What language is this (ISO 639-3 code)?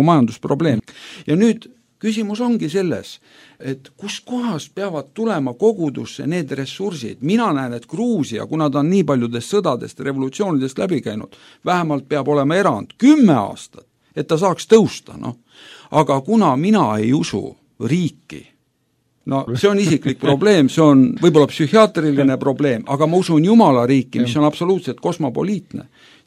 est